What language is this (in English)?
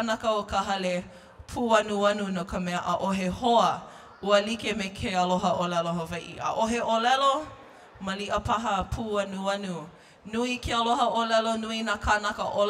Hawaiian